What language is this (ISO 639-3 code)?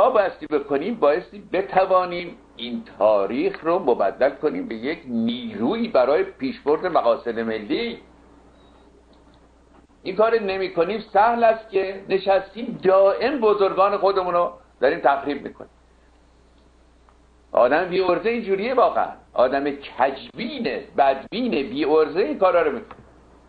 fas